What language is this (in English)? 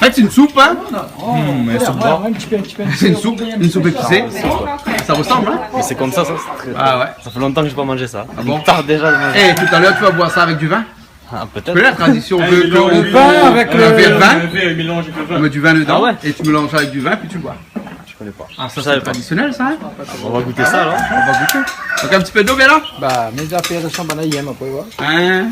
Réunion Creole French